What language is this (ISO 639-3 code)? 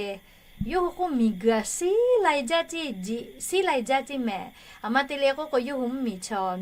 lhu